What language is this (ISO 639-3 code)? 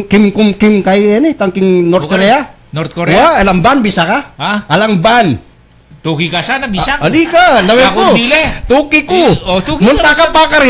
pam